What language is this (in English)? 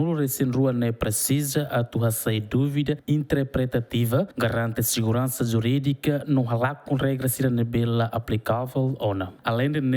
Tetum